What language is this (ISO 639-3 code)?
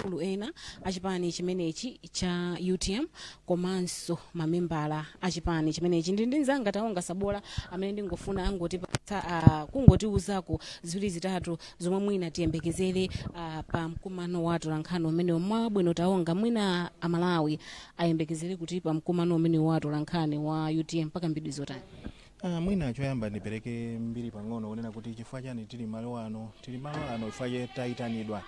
nya